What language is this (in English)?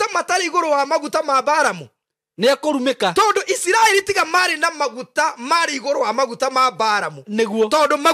Kikuyu